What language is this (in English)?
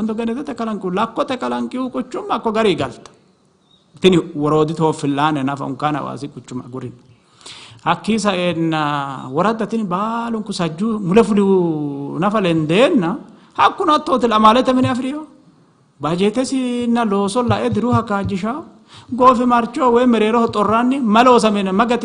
Sidamo